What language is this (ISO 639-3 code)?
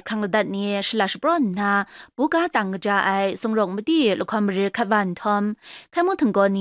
kac